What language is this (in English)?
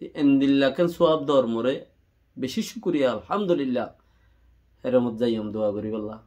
Rohingya